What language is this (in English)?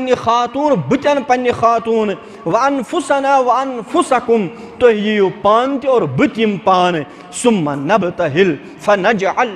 Kashmiri